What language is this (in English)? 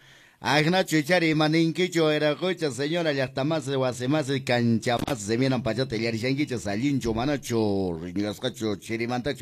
Quechua